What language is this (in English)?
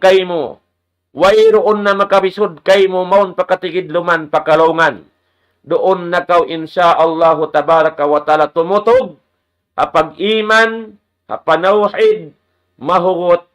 Tausug